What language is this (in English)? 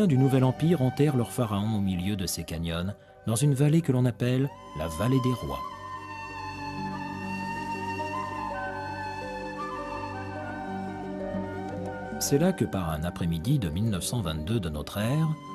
French